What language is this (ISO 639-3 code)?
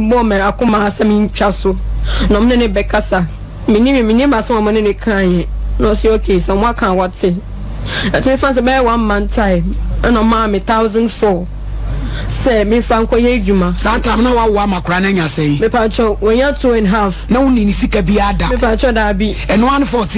aka